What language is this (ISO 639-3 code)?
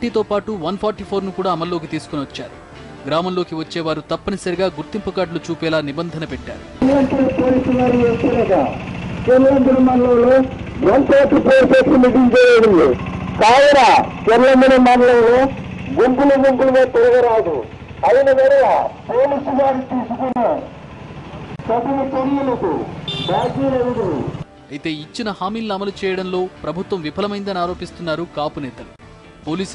tel